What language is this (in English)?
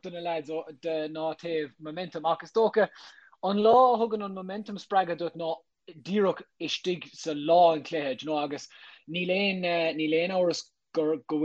Irish